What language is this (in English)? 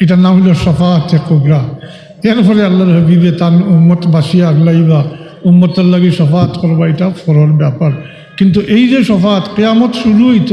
Sylheti